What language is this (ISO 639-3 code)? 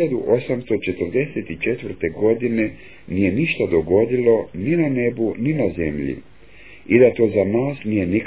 hrv